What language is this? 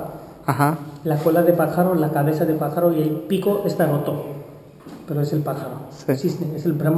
Spanish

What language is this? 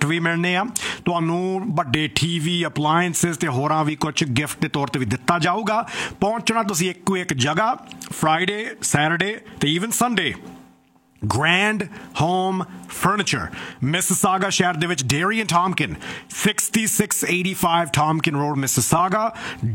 Punjabi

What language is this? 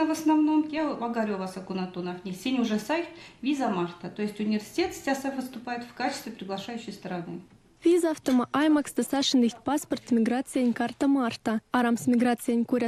Erzya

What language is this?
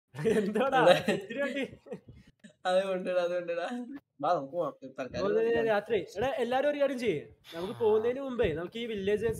Malayalam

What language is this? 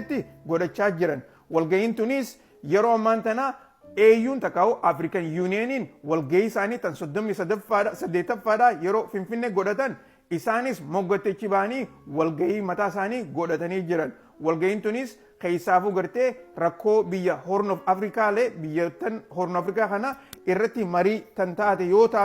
Oromo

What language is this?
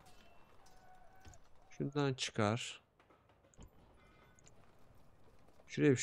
Turkish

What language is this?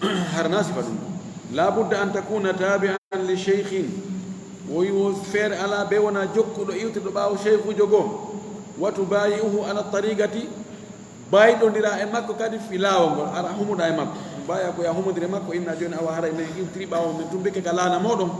Fula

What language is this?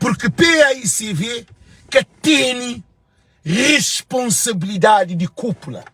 Kabuverdianu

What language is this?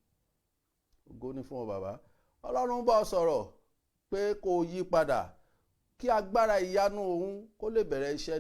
Yoruba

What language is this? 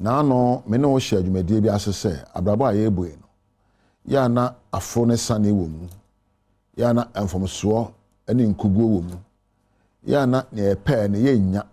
Akan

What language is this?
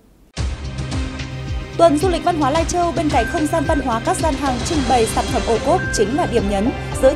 Vietnamese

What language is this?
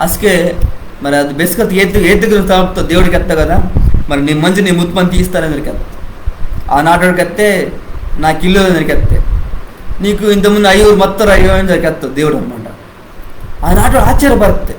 Koya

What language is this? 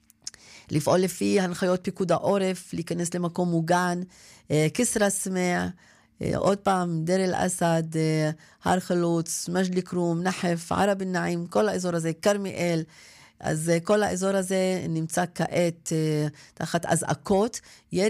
Hebrew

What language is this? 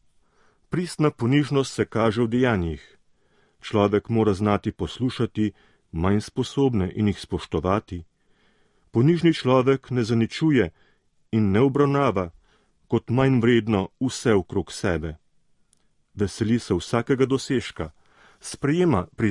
Slovenian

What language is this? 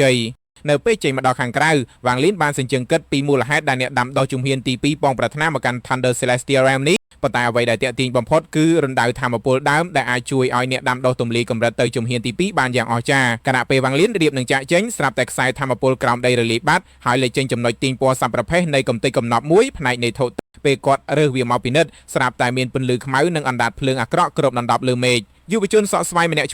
Khmer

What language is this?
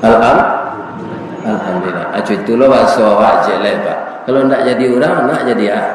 Minangkabau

